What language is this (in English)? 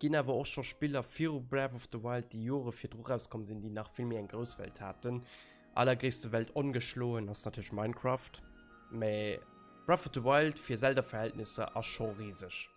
Luxembourgish